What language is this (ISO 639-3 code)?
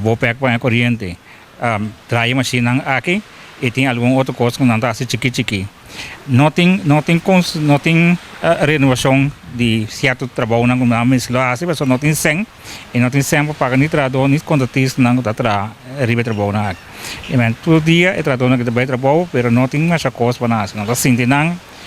pap